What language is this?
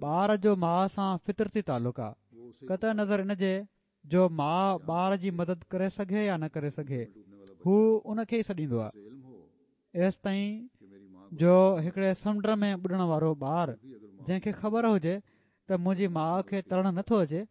Sindhi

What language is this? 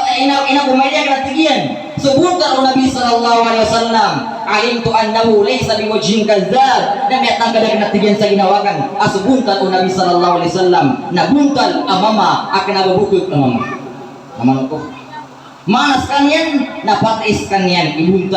Maranao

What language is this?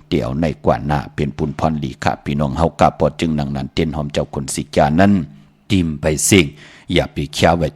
Shan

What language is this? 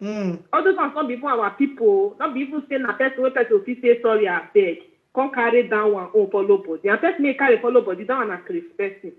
Nigerian Pidgin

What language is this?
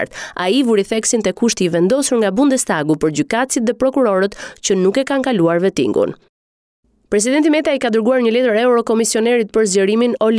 Albanian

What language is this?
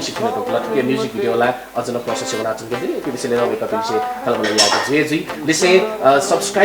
Newari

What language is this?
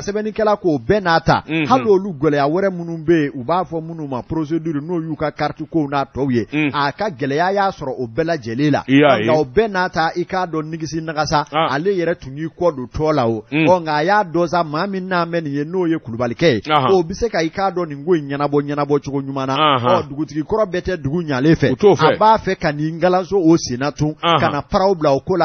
Bambara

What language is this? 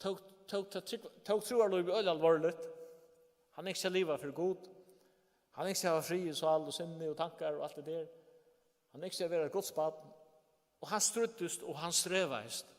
Faroese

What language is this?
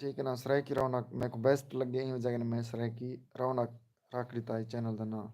Saraiki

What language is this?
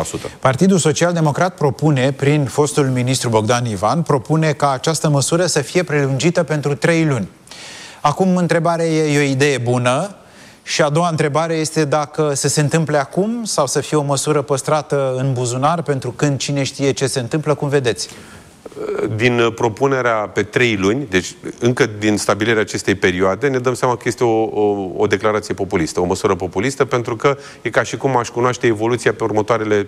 Romanian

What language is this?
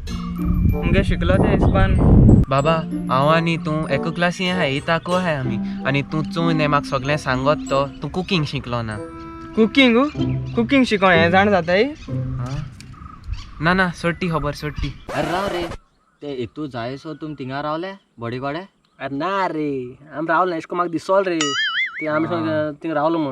Konkani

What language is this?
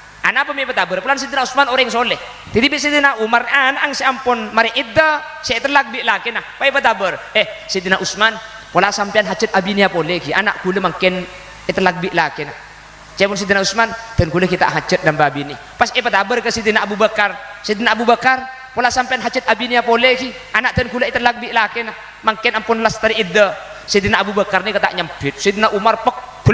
Madurese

